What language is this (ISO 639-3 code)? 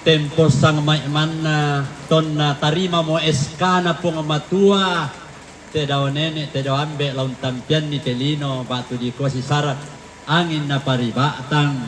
sda